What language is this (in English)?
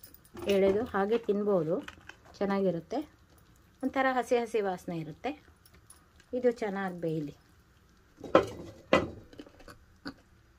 Kannada